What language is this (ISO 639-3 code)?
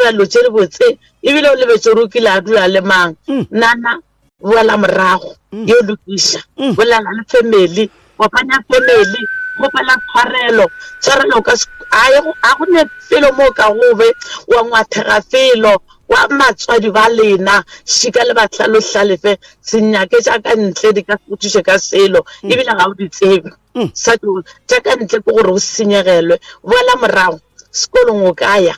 nso